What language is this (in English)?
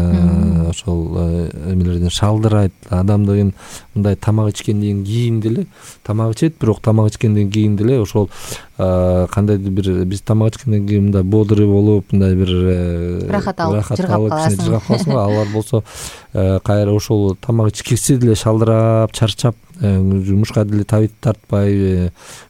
Kyrgyz